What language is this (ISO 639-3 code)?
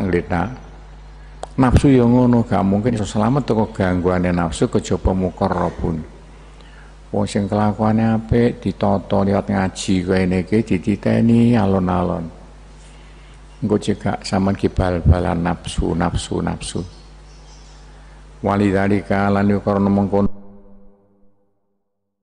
jav